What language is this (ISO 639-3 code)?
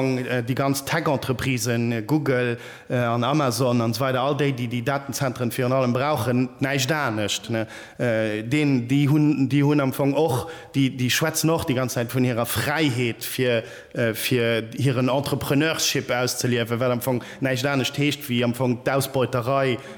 ltz